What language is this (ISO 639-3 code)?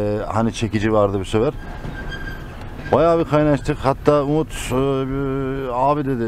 tur